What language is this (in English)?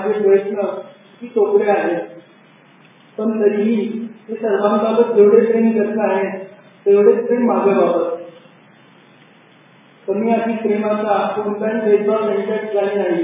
Marathi